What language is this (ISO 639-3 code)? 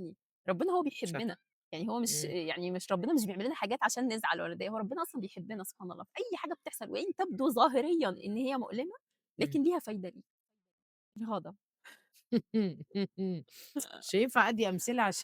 arz